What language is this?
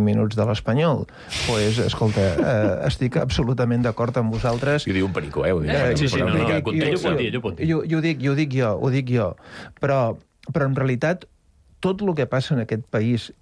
Catalan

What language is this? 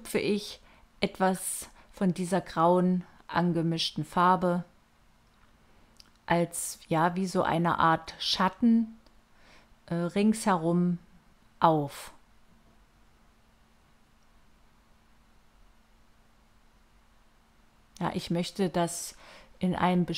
German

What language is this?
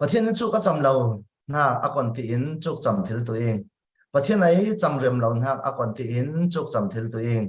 Falam Chin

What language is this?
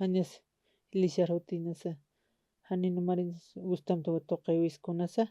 Aymara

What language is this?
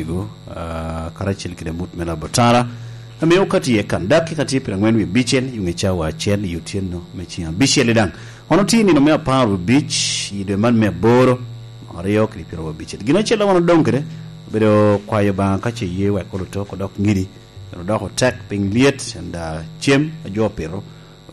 Lango (Uganda)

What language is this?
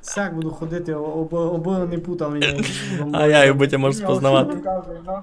Rusyn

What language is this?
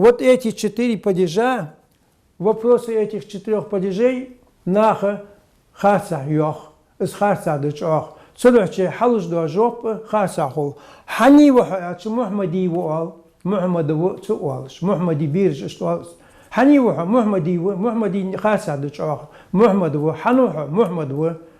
Ingush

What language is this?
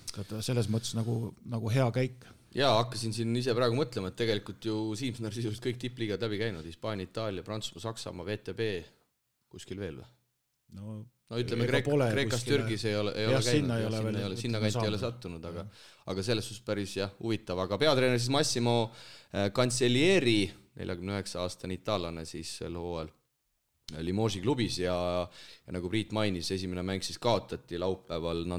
Estonian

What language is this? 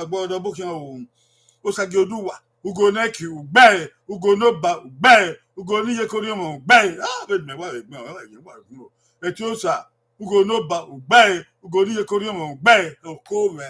Bini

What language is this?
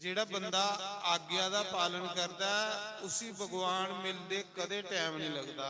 Dogri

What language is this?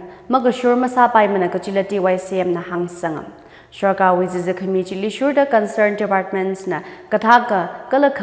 Tangkhul Naga (India)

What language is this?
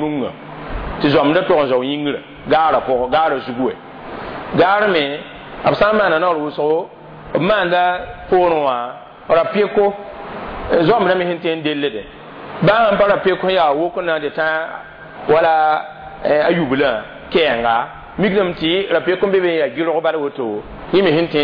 Mossi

